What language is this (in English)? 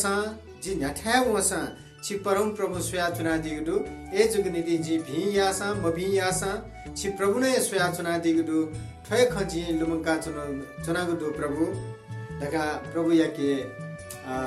Newari